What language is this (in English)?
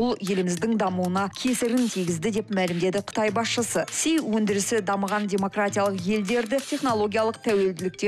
Kazakh